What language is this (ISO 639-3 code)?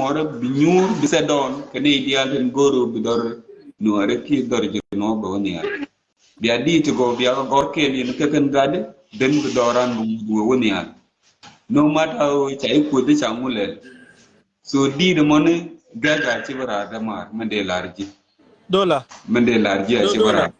nus